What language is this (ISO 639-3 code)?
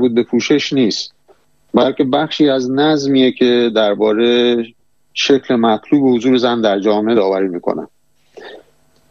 fas